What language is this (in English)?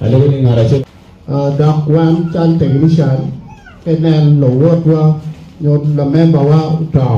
Acoli